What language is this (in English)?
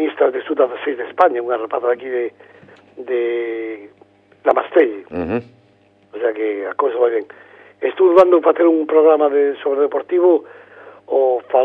Galician